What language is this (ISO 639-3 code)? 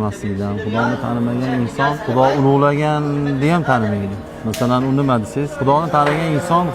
uzb